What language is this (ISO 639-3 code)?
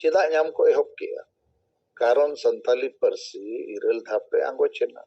sat